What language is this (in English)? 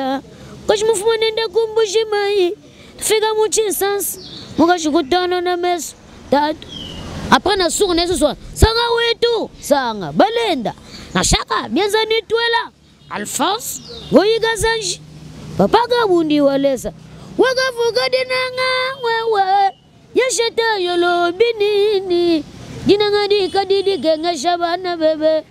Lingala